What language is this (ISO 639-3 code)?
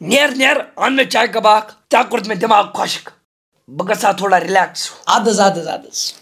kas